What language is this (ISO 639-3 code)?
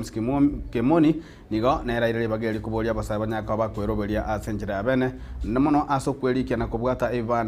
guz